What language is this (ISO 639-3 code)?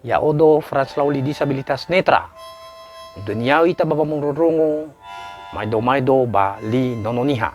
nia